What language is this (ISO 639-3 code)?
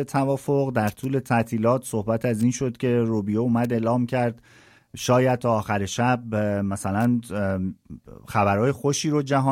fas